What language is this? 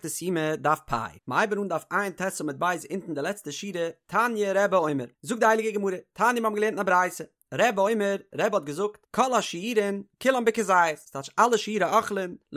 Yiddish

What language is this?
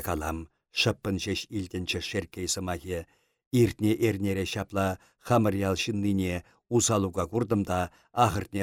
Chuvash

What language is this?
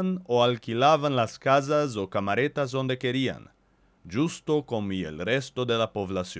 Ladino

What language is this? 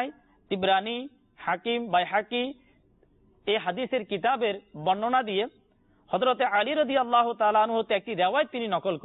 Bangla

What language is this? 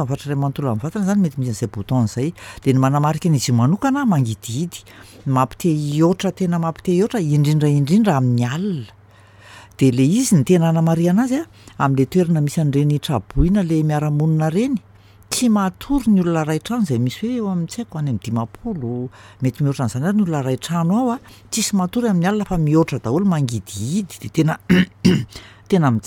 Malagasy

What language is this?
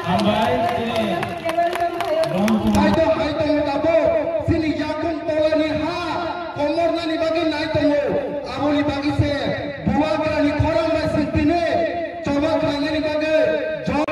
Kok Borok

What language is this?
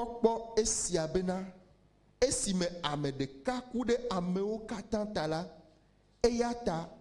Ewe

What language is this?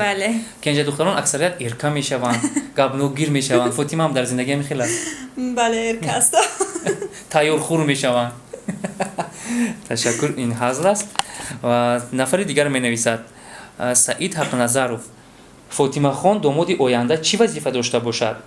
Tajik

